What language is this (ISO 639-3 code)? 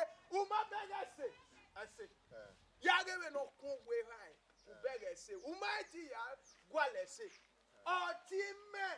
bin